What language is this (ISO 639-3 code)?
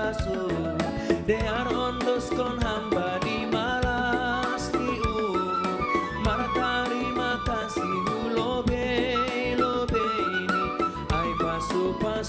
bts